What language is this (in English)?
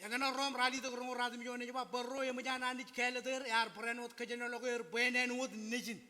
Marshallese